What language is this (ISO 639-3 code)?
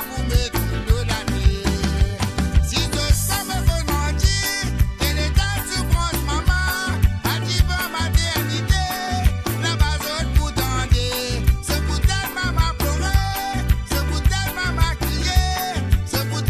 mfe